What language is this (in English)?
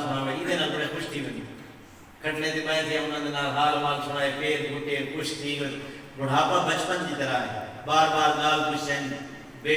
Saraiki